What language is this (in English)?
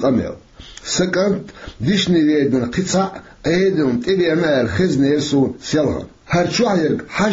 Chechen